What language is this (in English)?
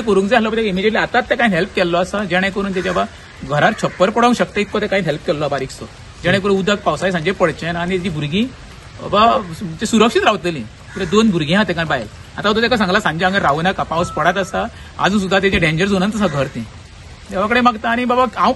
Konkani